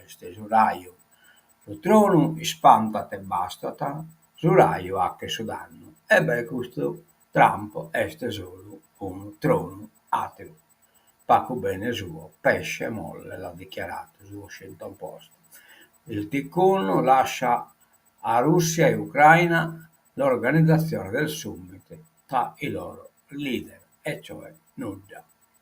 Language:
Sardinian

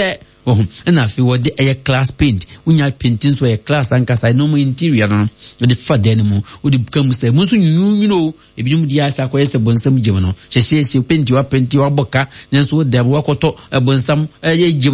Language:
Akan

